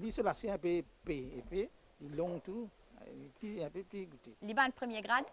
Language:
Morisyen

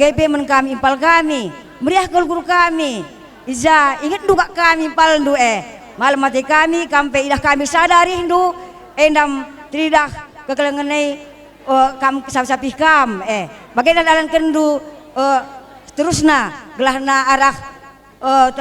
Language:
Batak Karo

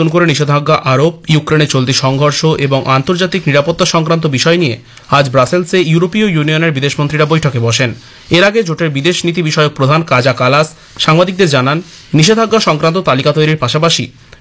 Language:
Bangla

